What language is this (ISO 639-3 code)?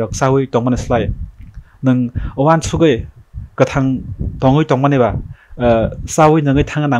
trp